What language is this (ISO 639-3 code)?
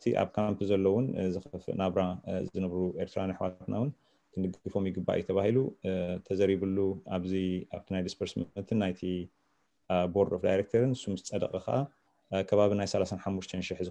tir